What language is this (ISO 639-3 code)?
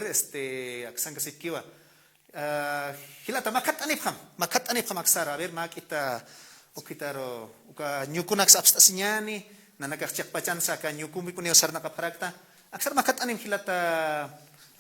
aym